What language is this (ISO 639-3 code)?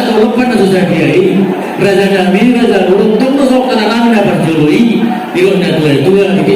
bbc